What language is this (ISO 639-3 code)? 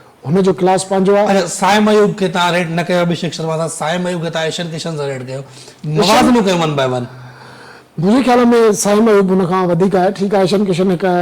snd